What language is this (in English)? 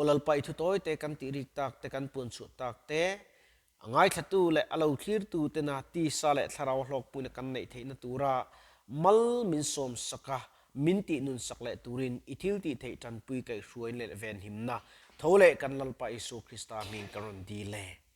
Mizo